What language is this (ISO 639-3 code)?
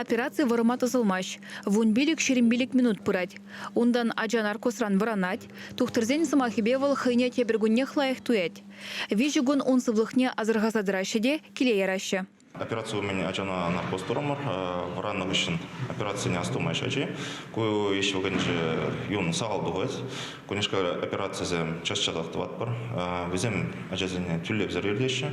chv